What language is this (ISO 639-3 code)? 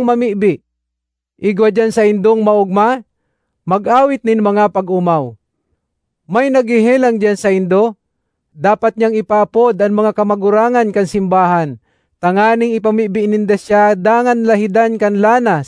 bik